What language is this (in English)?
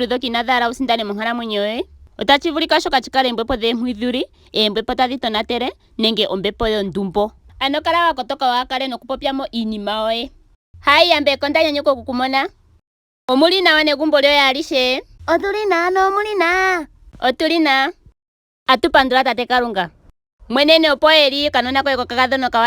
Ndonga